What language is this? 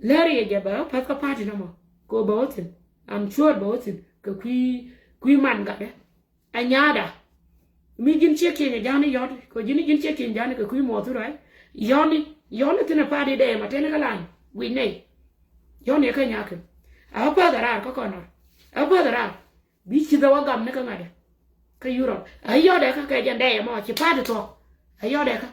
Nuer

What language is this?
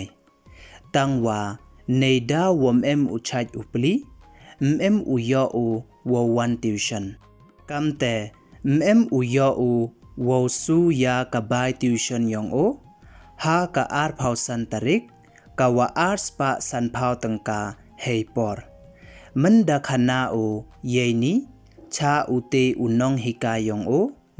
Pnar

